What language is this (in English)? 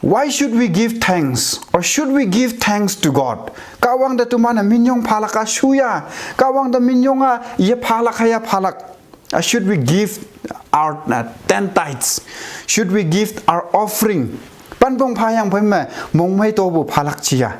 Konyak Naga